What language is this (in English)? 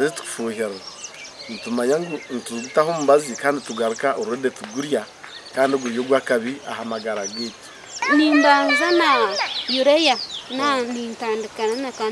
Nyankole